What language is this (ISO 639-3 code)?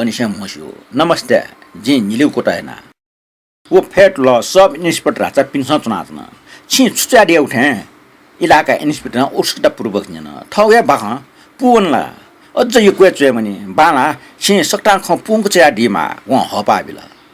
new